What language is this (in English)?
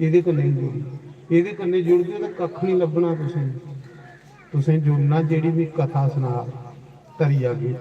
Dogri